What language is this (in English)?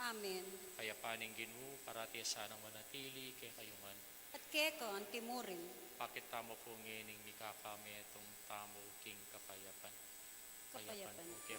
Pampanga